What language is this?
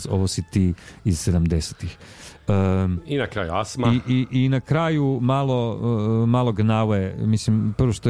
Croatian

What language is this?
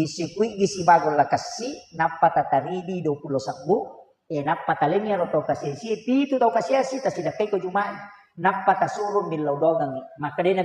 Buginese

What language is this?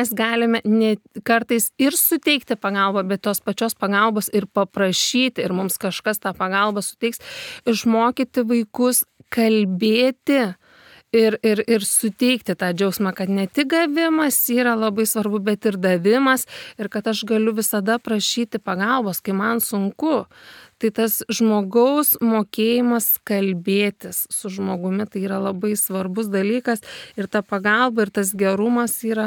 Lithuanian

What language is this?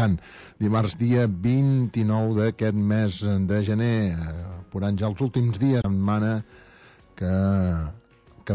Catalan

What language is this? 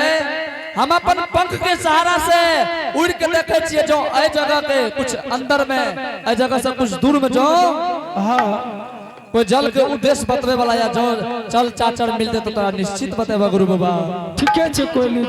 Angika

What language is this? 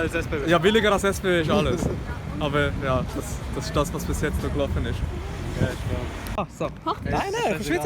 Swiss German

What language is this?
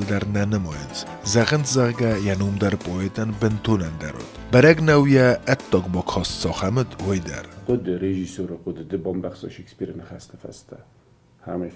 Ossetic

